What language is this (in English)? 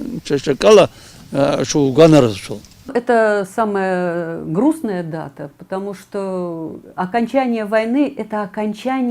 Abkhazian